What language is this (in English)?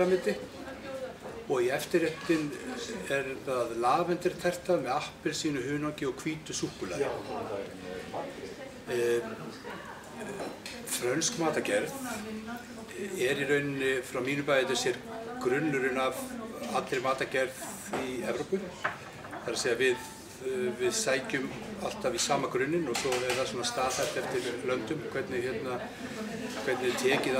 Icelandic